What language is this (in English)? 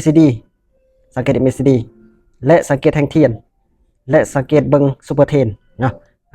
Lao